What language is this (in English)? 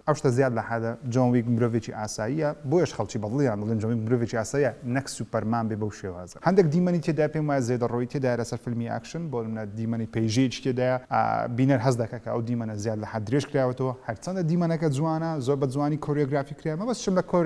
Central Kurdish